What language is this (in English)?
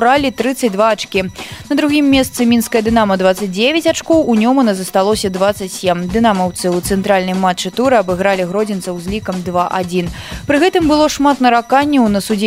Belarusian